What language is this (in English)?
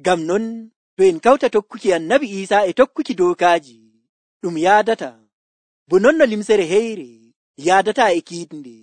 Nigerian Fulfulde